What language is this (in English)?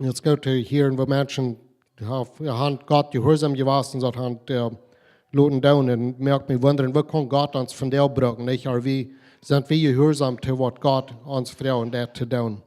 Plautdietsch